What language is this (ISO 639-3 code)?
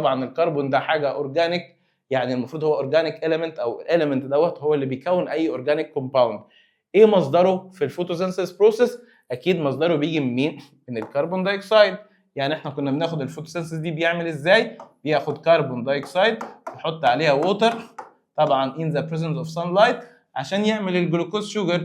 arz